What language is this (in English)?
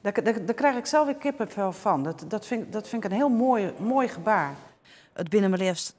Western Frisian